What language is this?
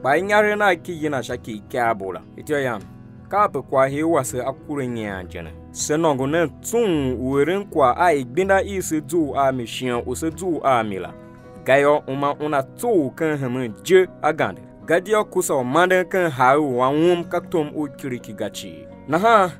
Tiv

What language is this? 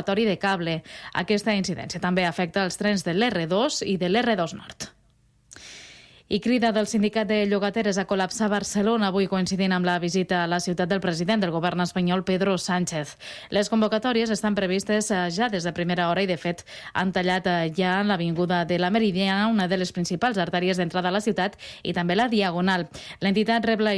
Catalan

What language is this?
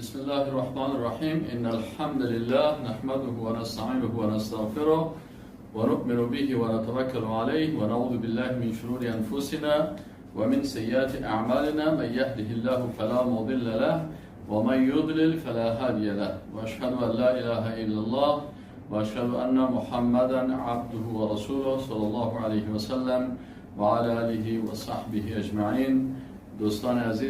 Persian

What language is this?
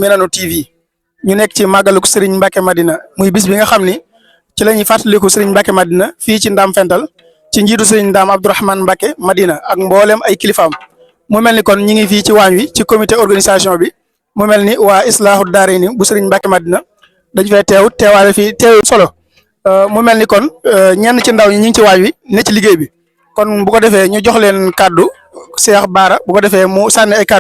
Wolof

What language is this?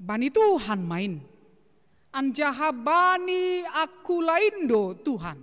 Batak Simalungun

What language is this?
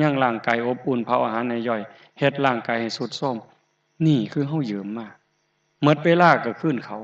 Northeastern Thai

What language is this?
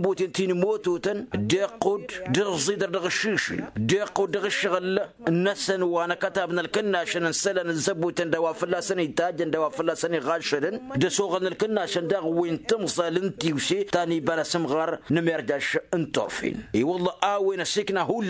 Tamasheq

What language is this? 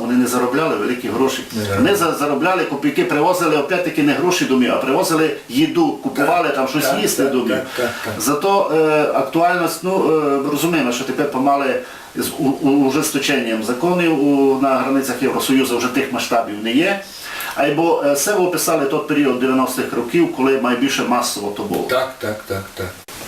Rusyn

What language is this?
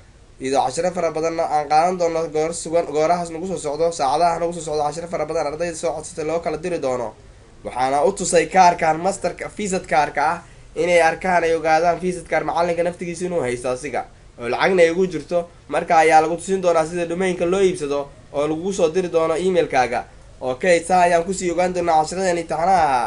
Somali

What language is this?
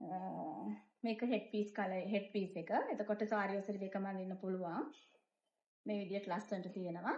Sinhala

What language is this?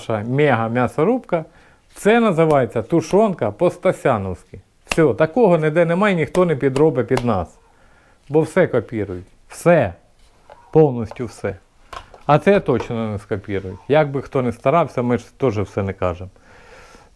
Ukrainian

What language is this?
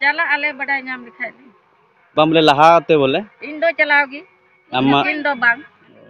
Santali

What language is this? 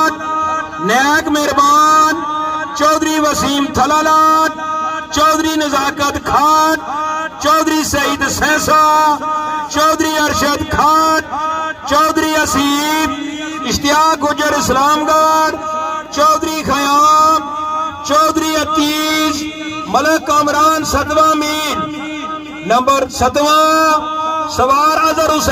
Pahari-Potwari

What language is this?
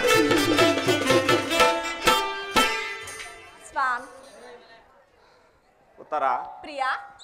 Kannada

